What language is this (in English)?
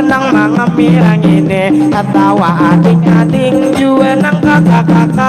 Banjar